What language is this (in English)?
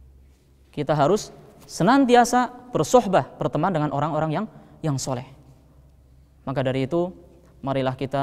Indonesian